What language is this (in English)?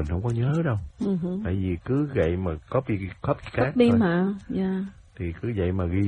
Vietnamese